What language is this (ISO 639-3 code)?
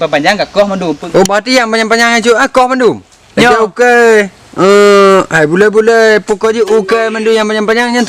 ace